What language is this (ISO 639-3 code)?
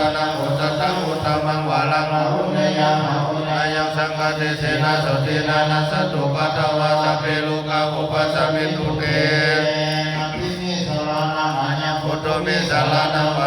pli